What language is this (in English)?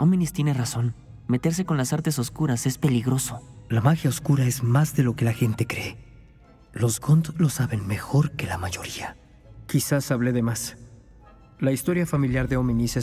Spanish